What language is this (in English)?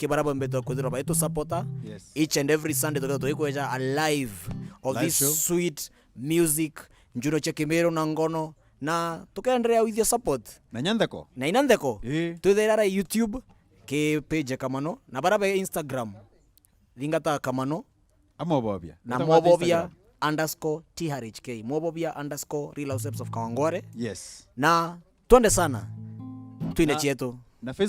Meru